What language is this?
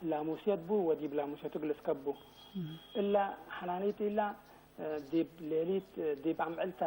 Tigre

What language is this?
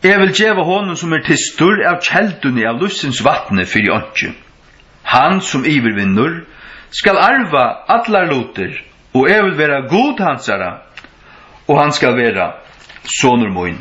Faroese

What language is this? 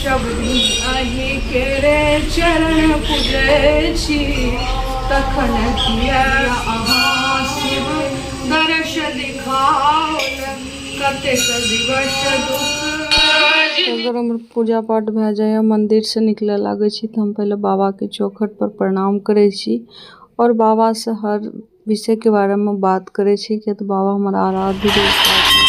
Maithili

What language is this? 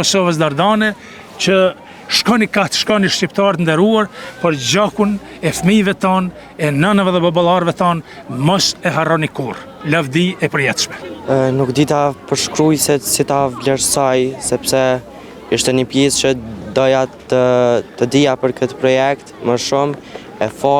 Albanian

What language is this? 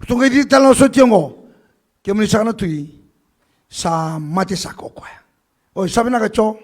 Fijian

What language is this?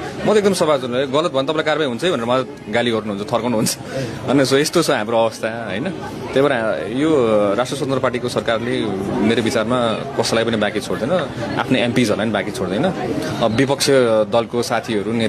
Nepali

